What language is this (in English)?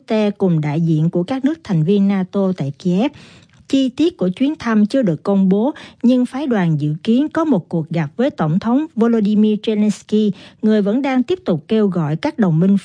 Vietnamese